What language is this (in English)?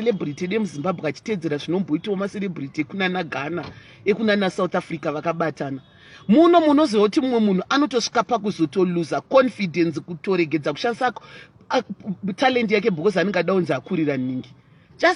Shona